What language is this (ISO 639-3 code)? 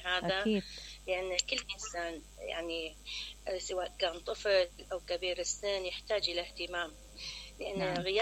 acm